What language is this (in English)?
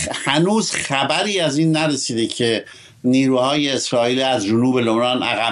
Persian